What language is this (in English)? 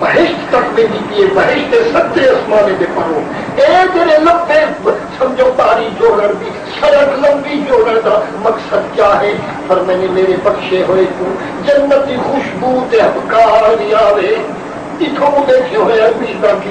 Saraiki